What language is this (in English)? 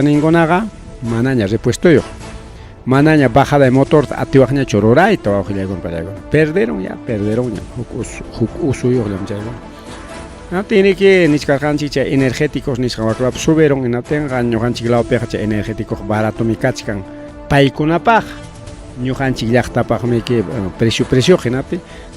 Ayacucho Quechua